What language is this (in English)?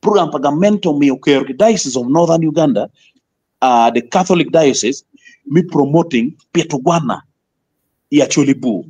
Acoli